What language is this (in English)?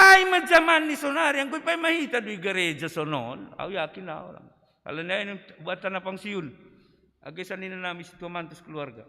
Batak Simalungun